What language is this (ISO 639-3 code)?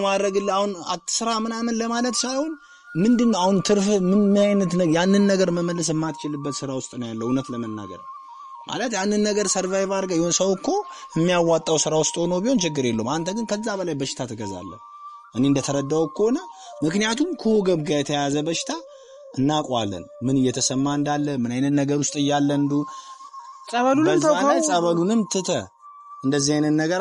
amh